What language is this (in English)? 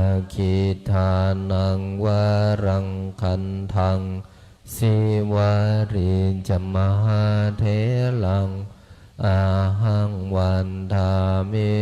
Pali